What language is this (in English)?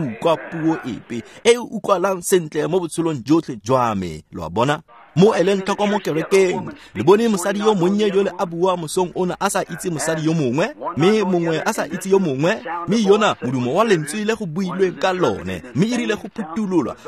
Tswana